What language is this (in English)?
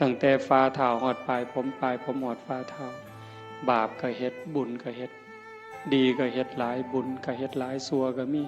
Northeastern Thai